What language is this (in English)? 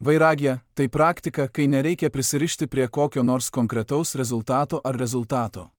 Lithuanian